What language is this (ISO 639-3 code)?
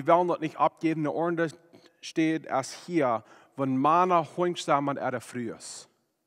pdt